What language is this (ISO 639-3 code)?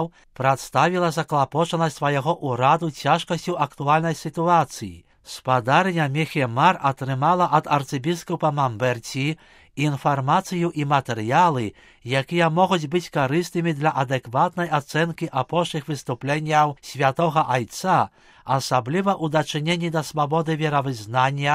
bel